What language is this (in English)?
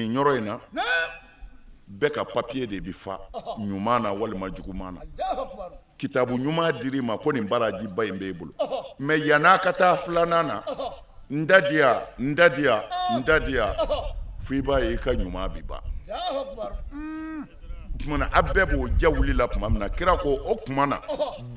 Bambara